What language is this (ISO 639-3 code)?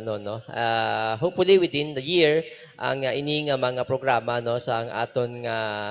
hil